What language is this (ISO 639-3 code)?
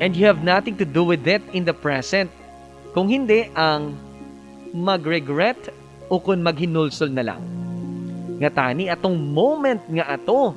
hil